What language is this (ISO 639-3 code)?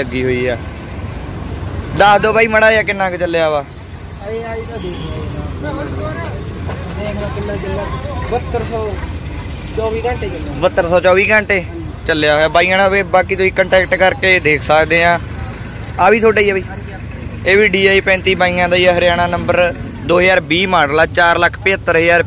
pan